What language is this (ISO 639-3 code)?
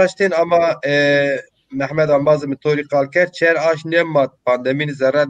zza